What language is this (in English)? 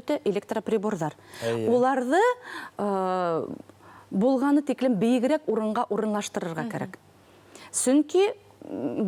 Bashkir